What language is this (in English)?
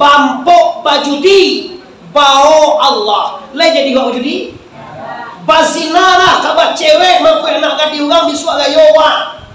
Minangkabau